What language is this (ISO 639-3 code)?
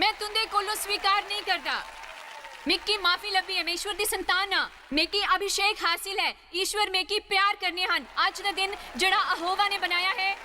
doi